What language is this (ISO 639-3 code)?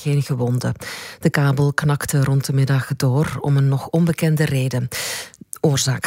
nld